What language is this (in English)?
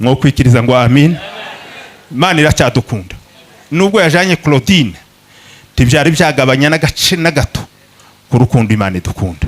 Kinyarwanda